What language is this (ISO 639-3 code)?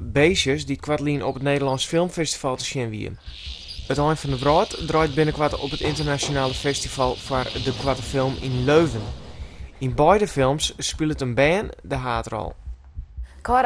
fry